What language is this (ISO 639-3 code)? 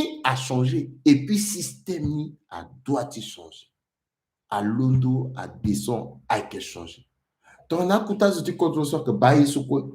sag